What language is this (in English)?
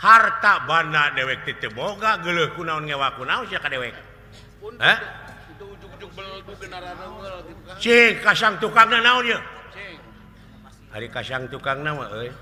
Sundanese